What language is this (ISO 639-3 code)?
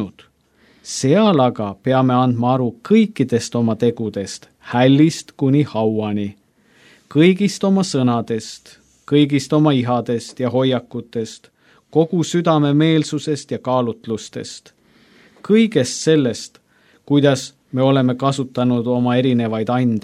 est